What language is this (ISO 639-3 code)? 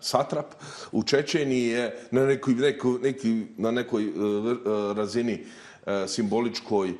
bos